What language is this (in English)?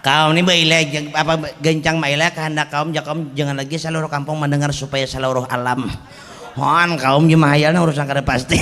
Banjar